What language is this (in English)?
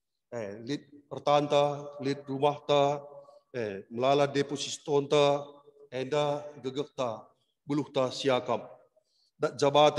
Batak Karo